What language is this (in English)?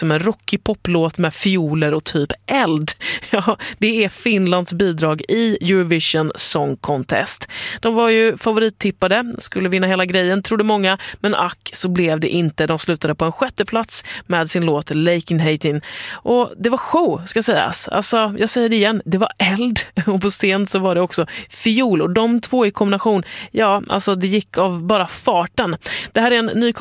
Swedish